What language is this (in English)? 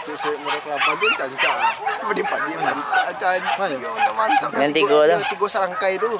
Minangkabau